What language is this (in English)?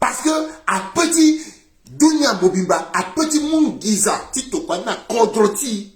Sango